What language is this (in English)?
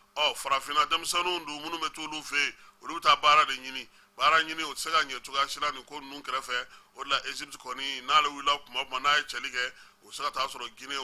Bambara